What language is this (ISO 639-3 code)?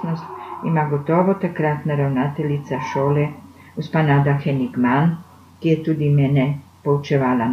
slv